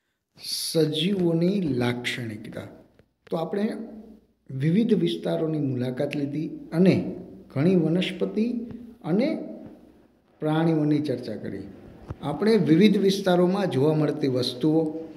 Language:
Gujarati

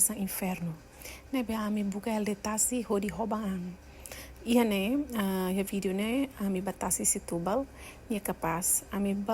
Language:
Tetum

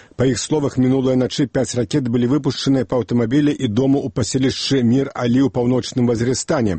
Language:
Belarusian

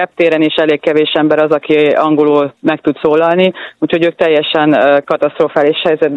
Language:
Hungarian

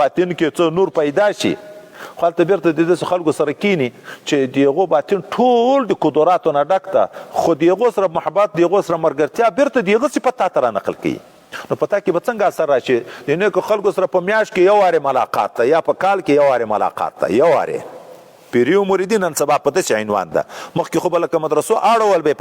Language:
Pashto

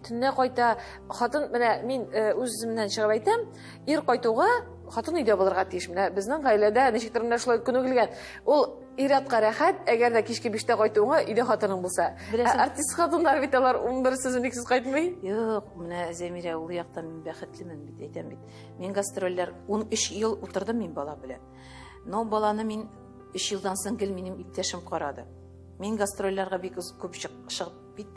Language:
Tatar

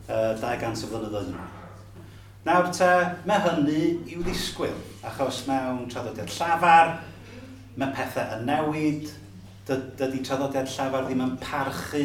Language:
Welsh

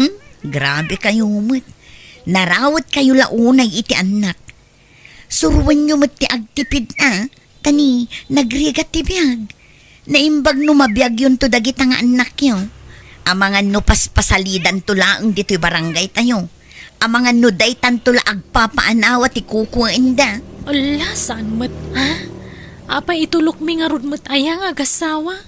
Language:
Iloko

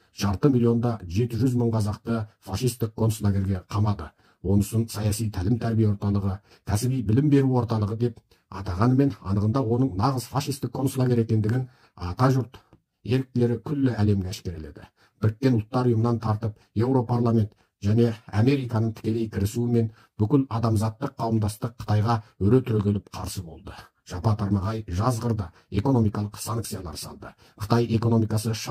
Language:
Kazakh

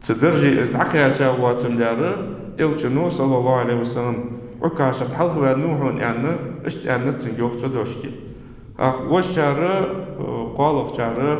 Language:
Ingush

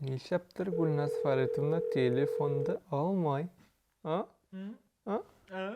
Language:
Bashkir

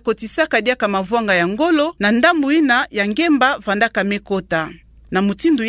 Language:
Kituba (Democratic Republic of Congo)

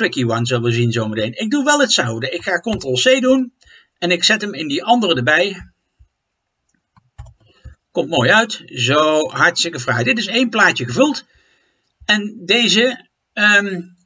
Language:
Dutch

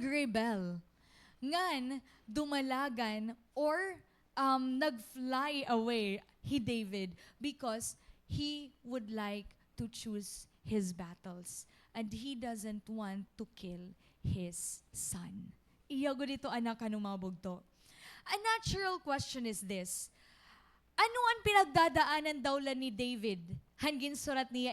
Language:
Waray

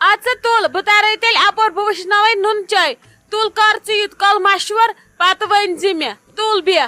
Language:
Kashmiri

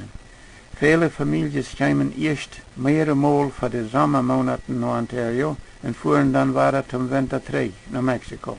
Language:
Plautdietsch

